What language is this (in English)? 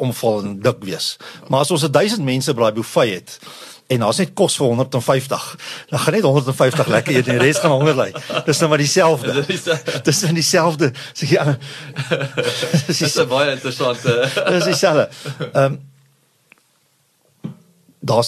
Afrikaans